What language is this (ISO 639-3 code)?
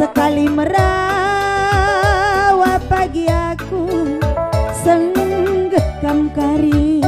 btx